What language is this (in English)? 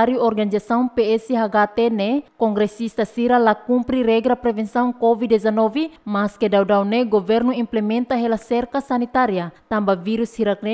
Tetum